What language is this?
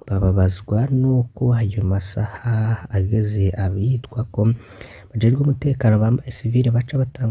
Rundi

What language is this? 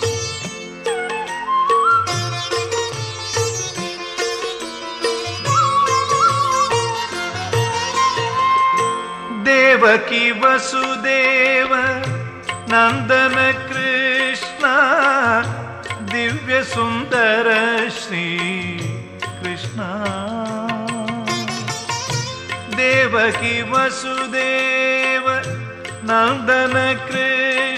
Sanskrit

